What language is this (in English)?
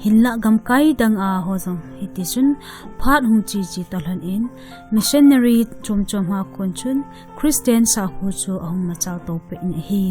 Thado Chin